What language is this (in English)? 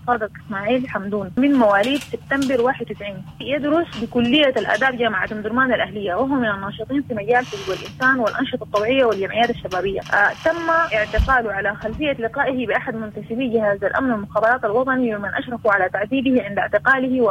Sudanese Arabic